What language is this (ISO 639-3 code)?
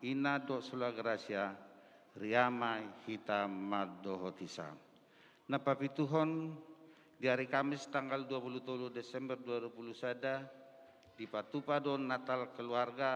bbc